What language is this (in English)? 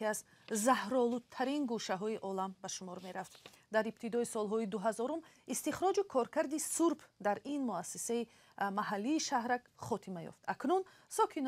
Tajik